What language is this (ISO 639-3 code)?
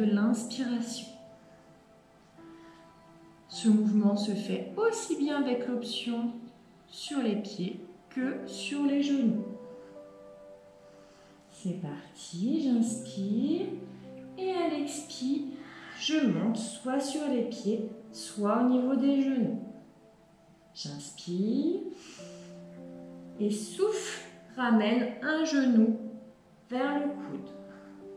fra